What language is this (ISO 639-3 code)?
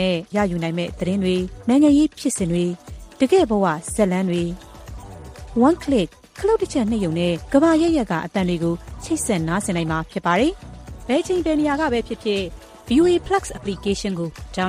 mya